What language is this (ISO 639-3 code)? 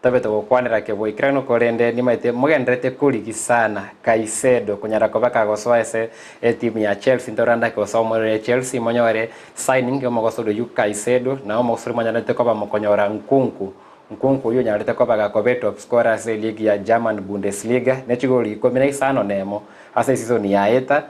guz